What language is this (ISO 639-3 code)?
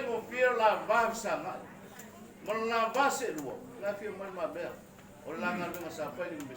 smo